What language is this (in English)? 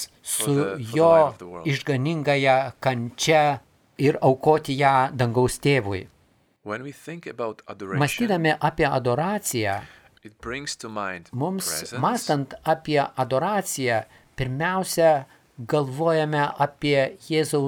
Lithuanian